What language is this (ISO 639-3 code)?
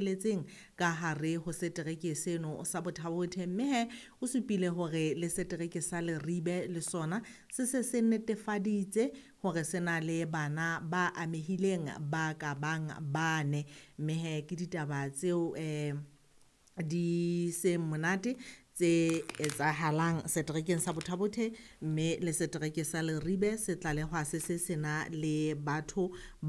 sot